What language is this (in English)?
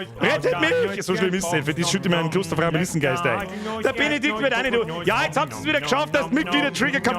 Bavarian